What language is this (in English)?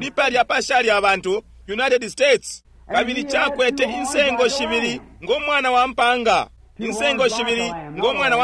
Bemba